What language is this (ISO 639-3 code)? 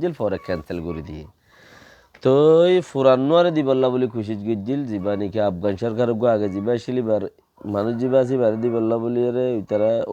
rhg